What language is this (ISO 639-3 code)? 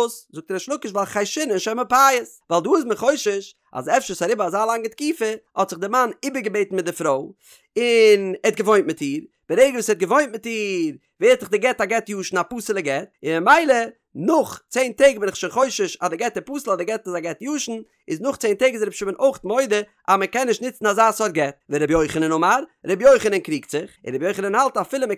yid